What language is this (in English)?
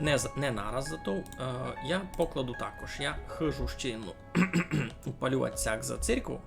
Rusyn